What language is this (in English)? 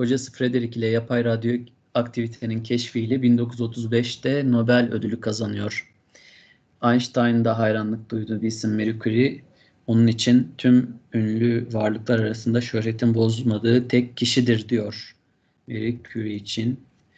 Turkish